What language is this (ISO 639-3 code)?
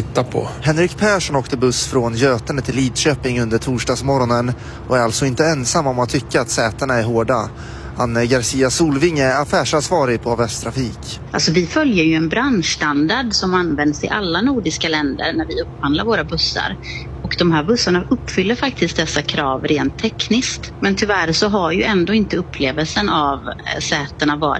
swe